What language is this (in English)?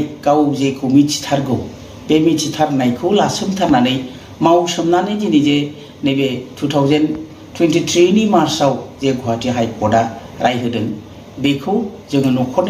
Bodo